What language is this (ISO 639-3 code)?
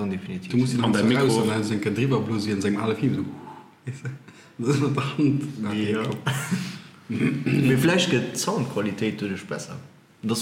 ltz